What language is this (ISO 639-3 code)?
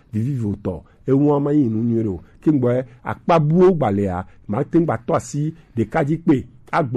gej